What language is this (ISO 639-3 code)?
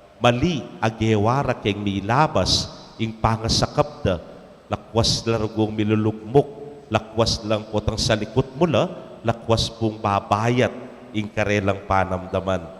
pam